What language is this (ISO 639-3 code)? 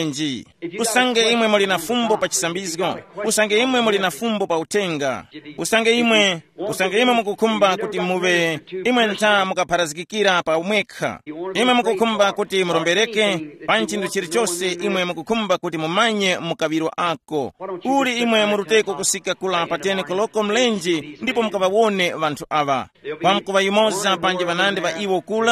tum